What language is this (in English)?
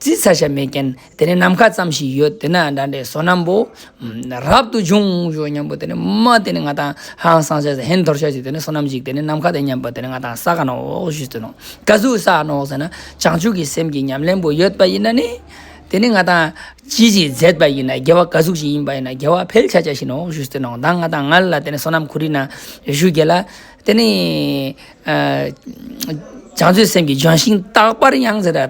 Ladakhi